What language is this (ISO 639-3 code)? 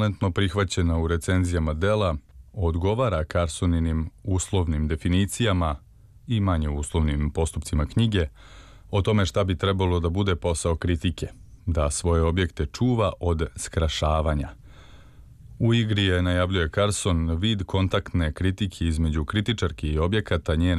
srp